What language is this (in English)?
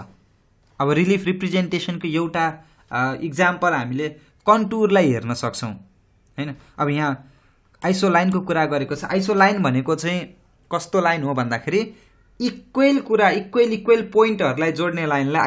Nepali